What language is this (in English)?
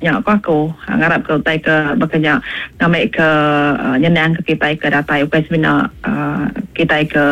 Iban